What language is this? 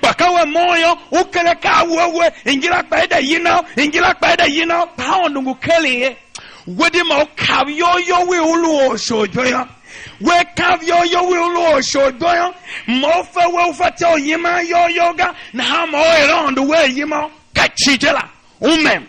Tiv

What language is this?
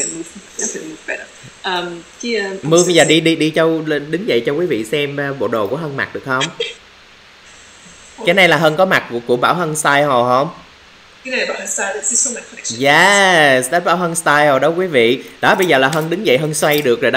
Vietnamese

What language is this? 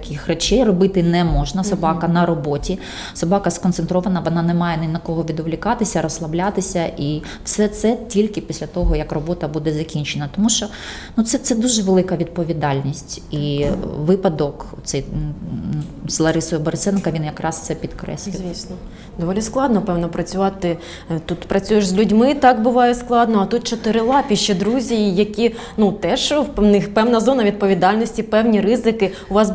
Ukrainian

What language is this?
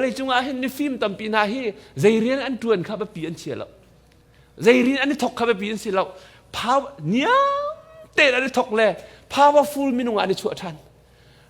Hakha Chin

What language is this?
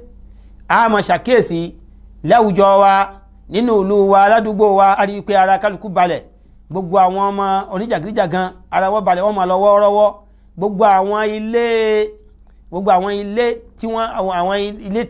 Yoruba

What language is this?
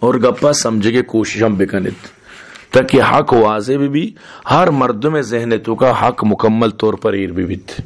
Baluchi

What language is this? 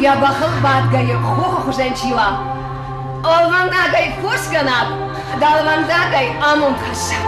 Ossetic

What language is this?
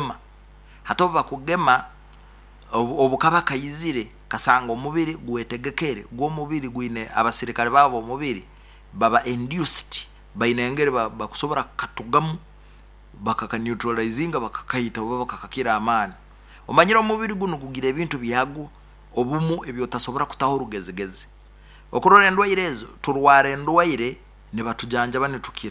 Nyankole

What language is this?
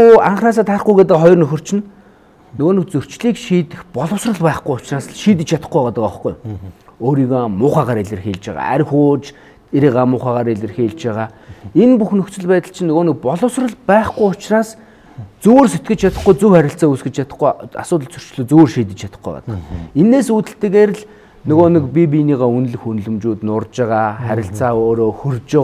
Mongolian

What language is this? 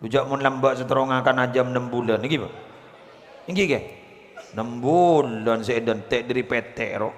Madurese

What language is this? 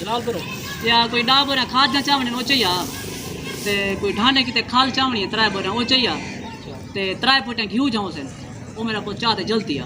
Saraiki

